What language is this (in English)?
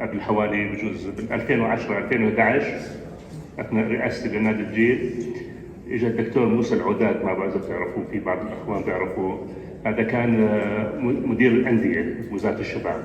North Levantine Arabic